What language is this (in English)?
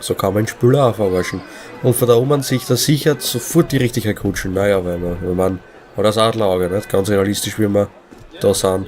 Bavarian